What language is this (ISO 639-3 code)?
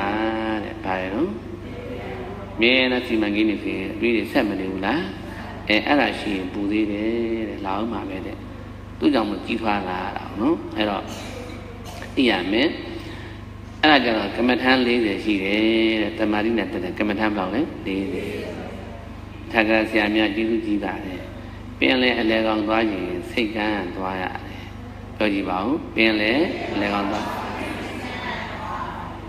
mya